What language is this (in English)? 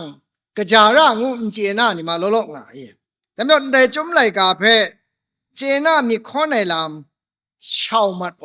Kachin